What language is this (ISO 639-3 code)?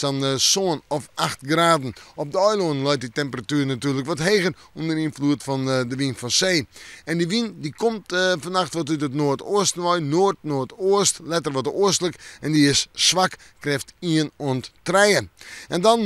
fry